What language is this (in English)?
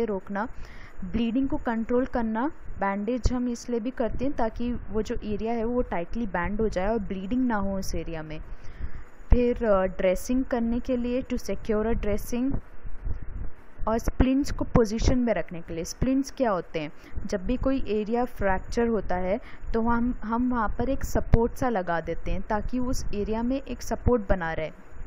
Hindi